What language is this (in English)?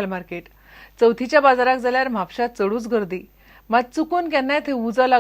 Konkani